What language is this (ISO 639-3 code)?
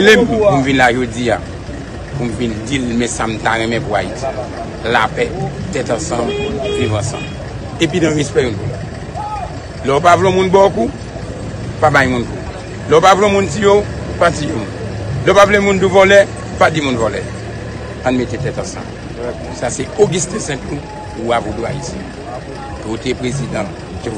hat